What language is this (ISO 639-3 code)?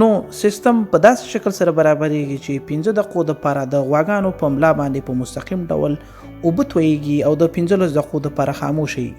pus